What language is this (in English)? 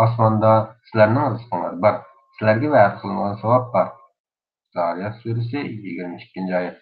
Uyghur